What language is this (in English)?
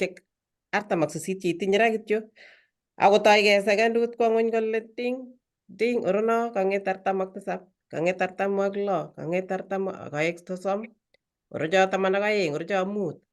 Kalenjin